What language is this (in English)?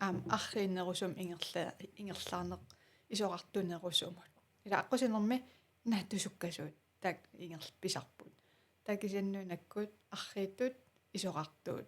Kalaallisut